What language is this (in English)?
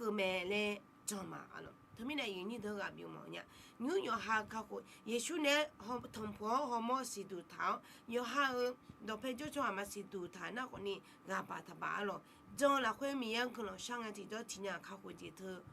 Akha